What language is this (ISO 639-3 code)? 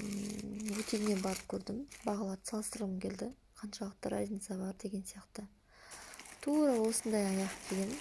kaz